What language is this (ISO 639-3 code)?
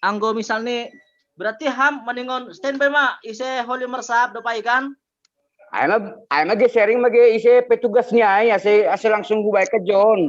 bts